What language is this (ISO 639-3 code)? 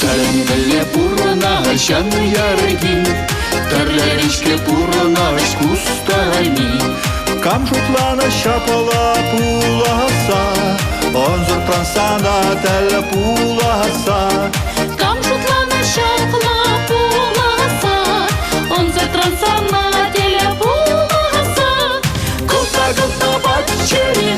chv